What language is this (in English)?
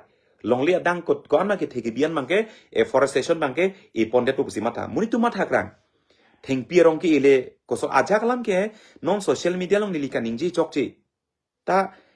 Karbi